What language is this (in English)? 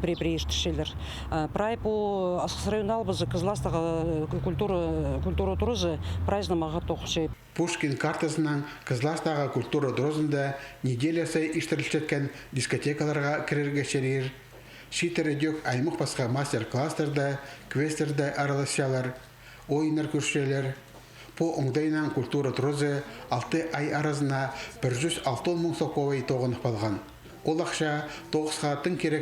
Khakas